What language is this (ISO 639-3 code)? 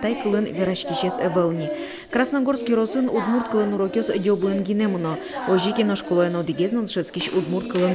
udm